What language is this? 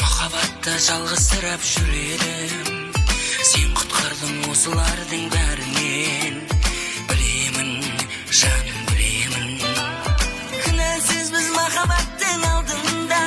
Kara-Kalpak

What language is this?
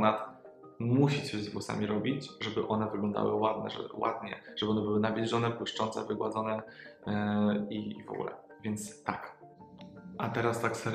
Polish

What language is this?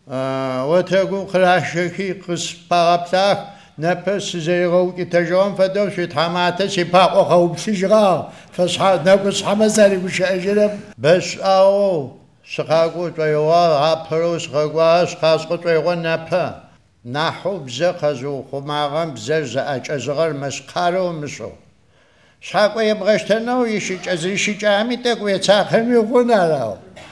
Adyghe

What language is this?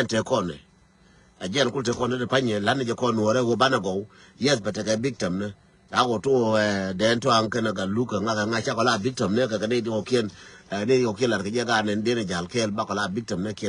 Nuer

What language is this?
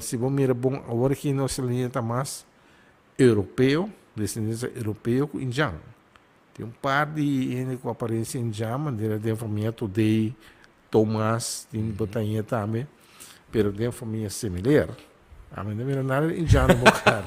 Papiamento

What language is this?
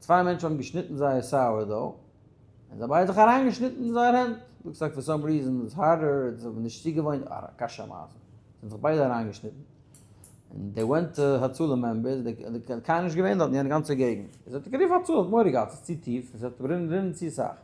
Yiddish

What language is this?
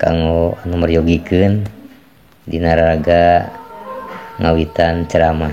Sundanese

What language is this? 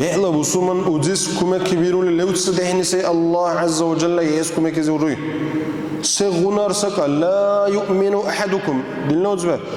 Dargwa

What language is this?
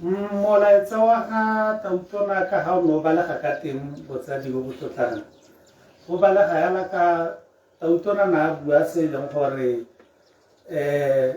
Tswana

